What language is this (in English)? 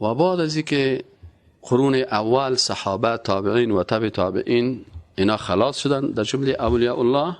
Persian